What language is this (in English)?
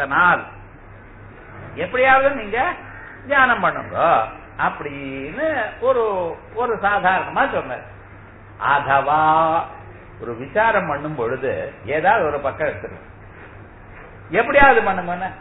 Tamil